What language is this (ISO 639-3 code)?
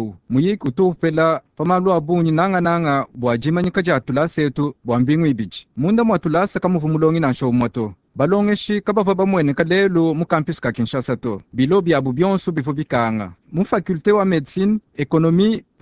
lua